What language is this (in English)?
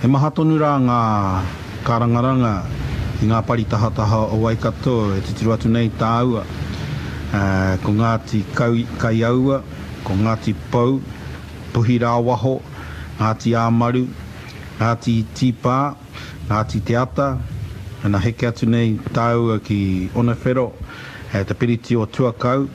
Māori